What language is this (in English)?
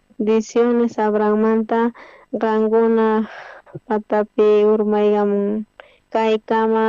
South Bolivian Quechua